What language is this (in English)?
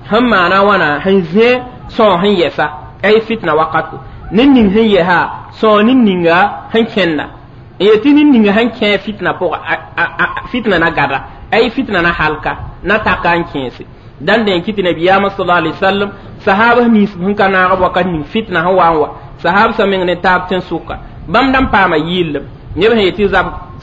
Mossi